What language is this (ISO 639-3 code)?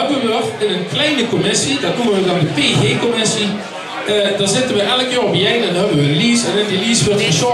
lim